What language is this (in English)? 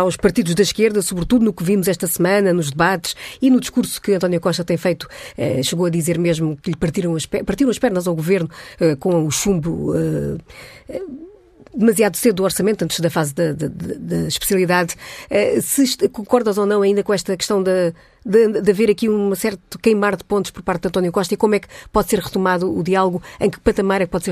Portuguese